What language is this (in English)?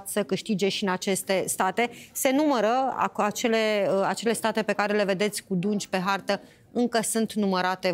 Romanian